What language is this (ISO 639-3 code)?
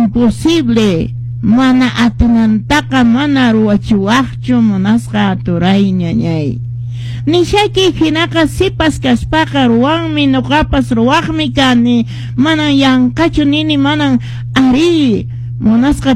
que